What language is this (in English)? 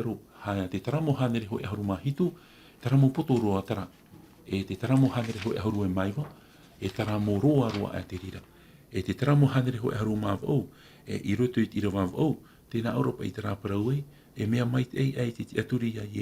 Tahitian